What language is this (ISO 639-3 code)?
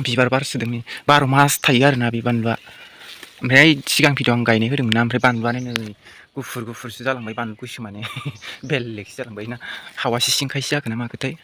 brx